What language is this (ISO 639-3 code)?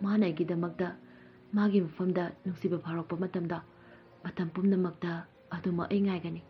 mni